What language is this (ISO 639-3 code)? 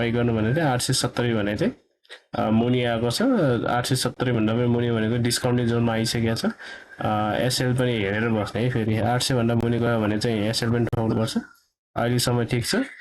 nep